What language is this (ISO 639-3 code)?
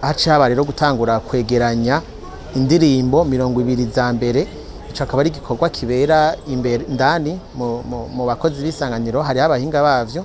run